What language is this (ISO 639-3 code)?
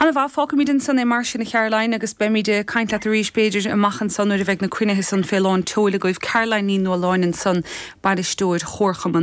gle